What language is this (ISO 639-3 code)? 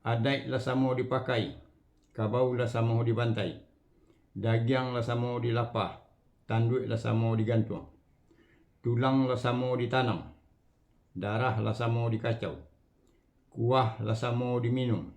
min